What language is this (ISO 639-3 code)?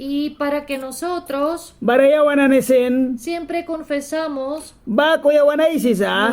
miq